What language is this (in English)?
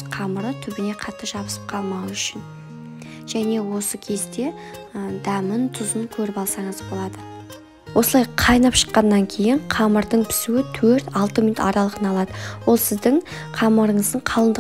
Kazakh